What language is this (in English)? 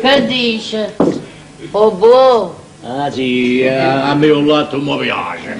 Neapolitan